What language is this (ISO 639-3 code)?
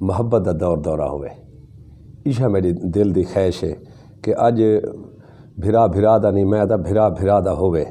skr